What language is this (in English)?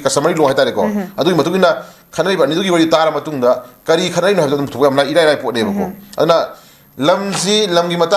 Manipuri